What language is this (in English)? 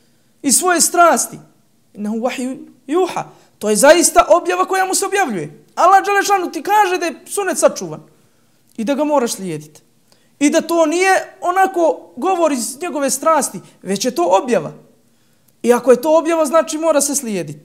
Bosnian